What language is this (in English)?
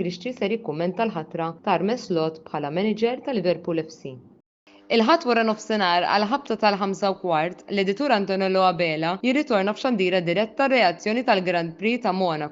Maltese